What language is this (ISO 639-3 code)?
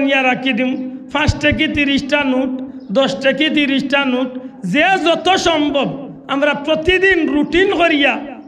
syl